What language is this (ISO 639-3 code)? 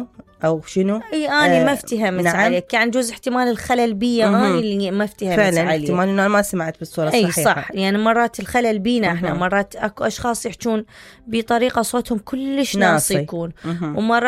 acm